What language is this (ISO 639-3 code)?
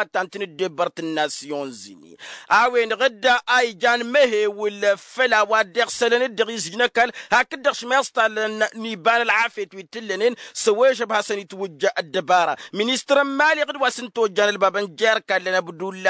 taq